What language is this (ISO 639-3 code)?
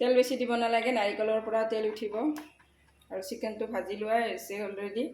asm